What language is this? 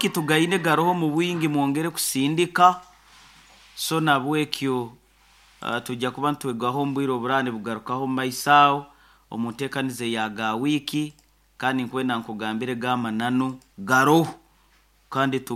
Nyoro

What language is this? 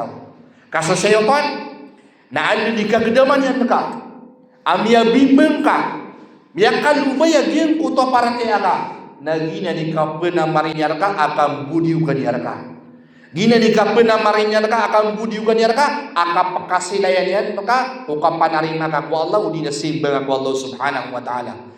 Maranao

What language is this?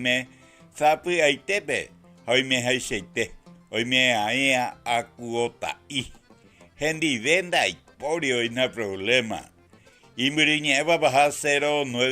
Guarani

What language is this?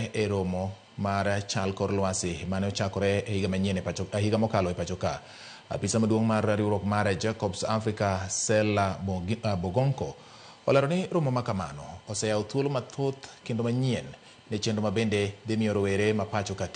Luo (Kenya and Tanzania)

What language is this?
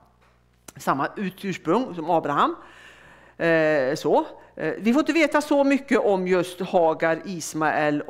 Swedish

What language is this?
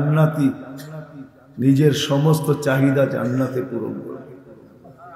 Bangla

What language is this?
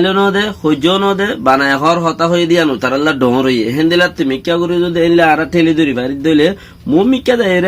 Rohingya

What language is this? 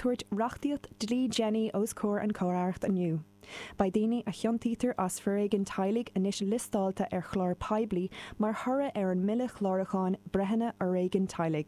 Irish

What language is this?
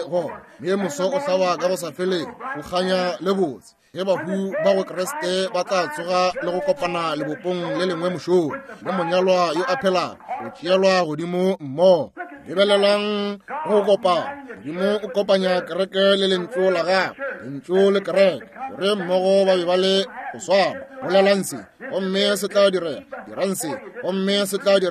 Northern Sotho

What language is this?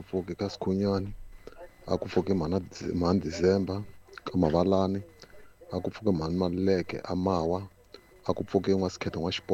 Tsonga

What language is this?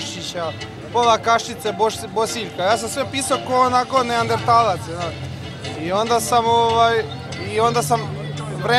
Serbian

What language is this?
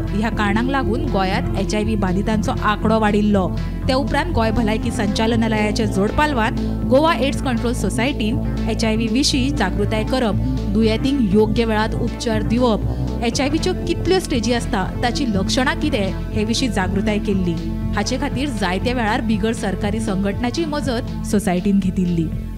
Konkani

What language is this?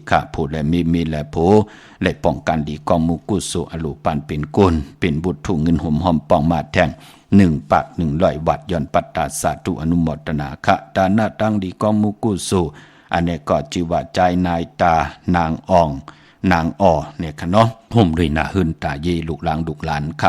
Shan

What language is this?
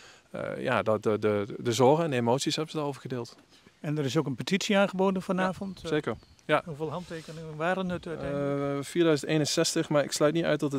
Dutch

